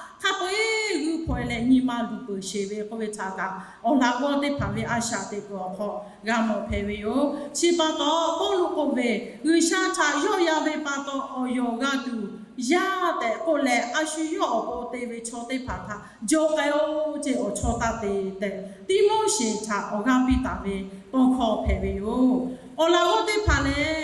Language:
Lahu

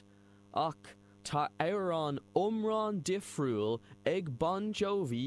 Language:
Irish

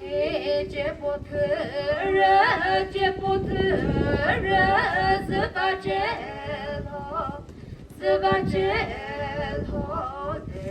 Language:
Chokri Naga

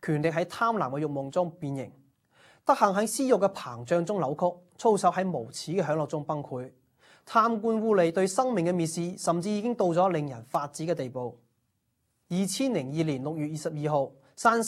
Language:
Cantonese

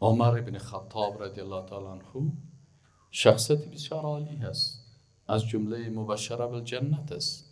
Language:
Persian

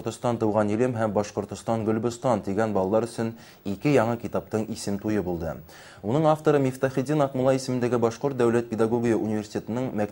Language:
Bashkir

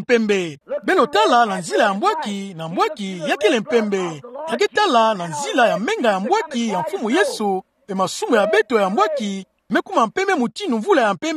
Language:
Kituba (Democratic Republic of Congo)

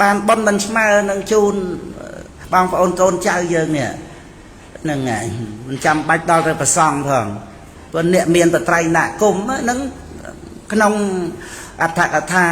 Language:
Khmer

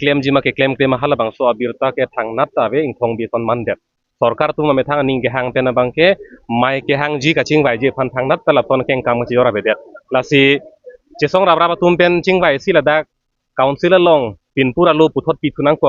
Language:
Karbi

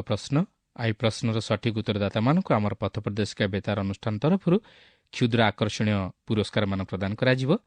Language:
Odia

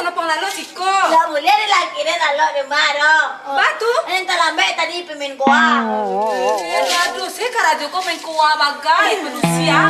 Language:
Minangkabau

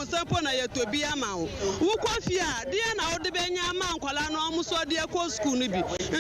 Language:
Akan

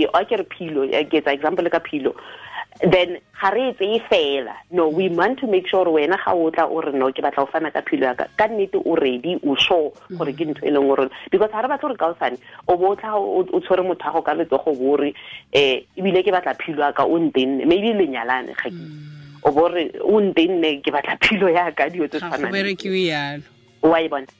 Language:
Tswana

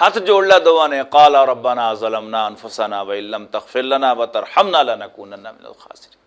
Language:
Western Panjabi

